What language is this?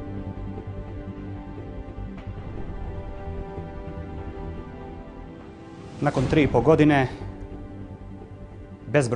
Serbian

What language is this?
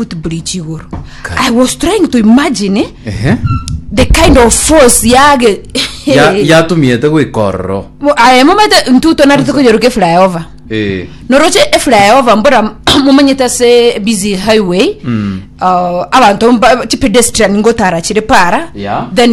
Gusii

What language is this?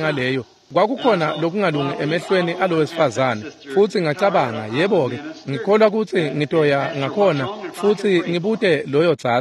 Swati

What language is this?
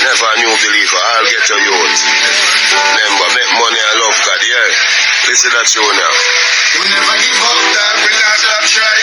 Jamaican Creole English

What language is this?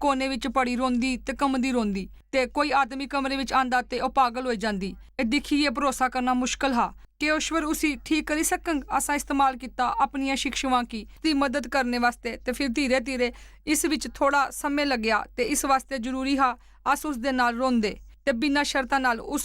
Dogri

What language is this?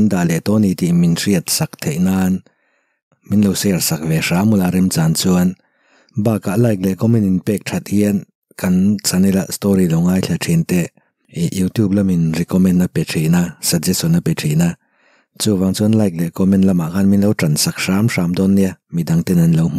Mizo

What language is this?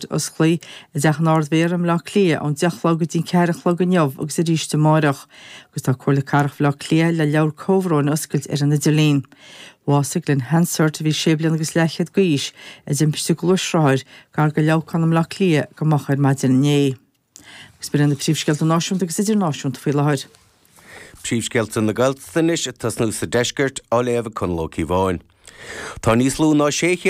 Irish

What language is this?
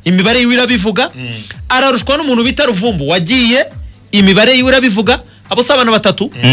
Kinyarwanda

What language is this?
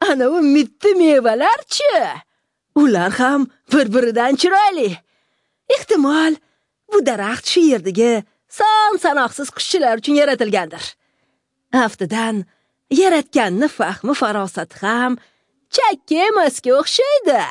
Uzbek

